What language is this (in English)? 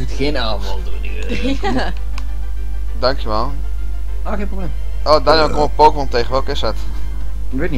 Dutch